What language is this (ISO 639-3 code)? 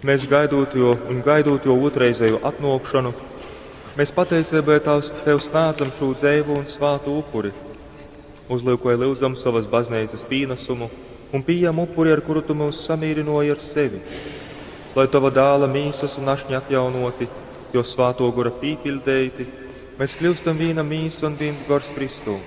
ltg